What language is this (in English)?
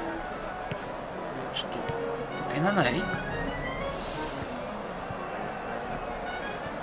Japanese